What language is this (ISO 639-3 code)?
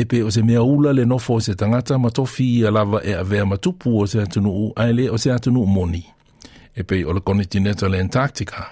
smo